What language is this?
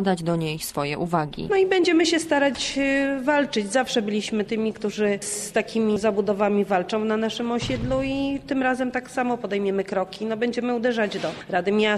Polish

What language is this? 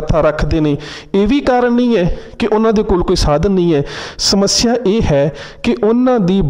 Punjabi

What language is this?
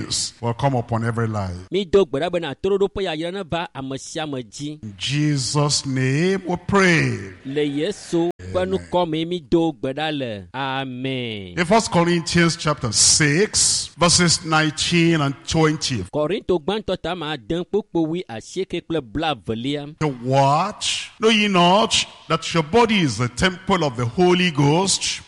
Ewe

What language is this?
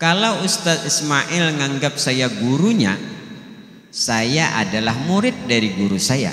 Banjar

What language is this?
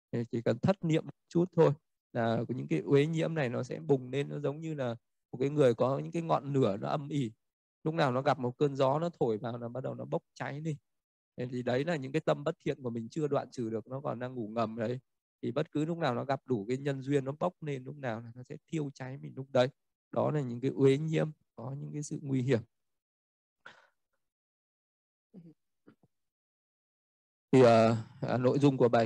Vietnamese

